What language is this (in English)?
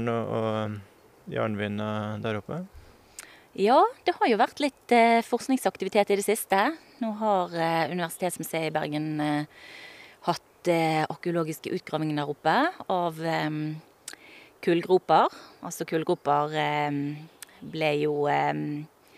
Norwegian